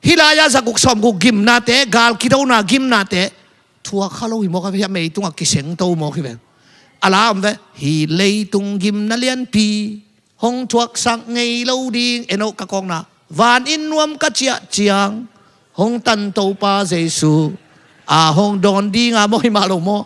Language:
Tedim Chin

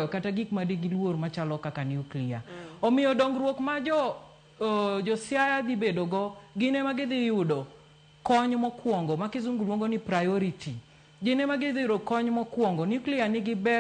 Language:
Luo (Kenya and Tanzania)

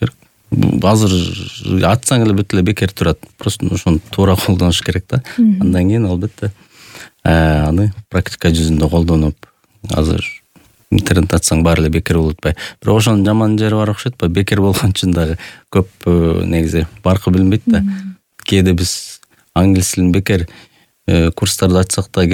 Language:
Kyrgyz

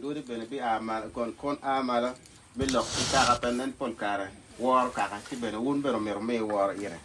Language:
Acoli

